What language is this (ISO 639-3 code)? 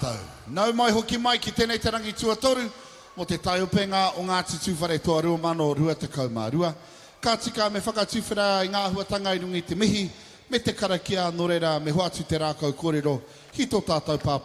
mri